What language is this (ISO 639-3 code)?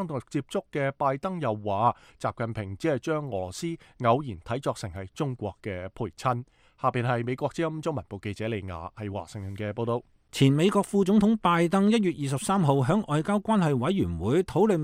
yue